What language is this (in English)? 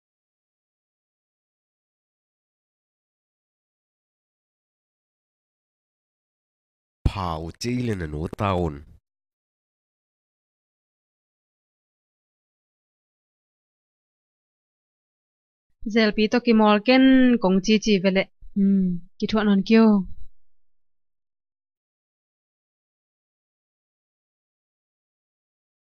Tedim Chin